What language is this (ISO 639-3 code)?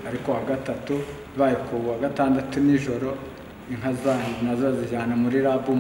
kin